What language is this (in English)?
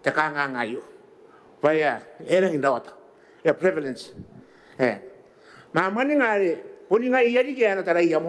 Gilbertese